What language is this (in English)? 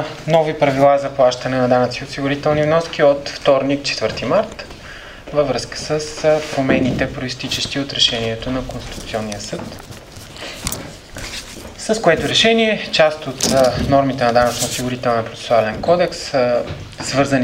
Bulgarian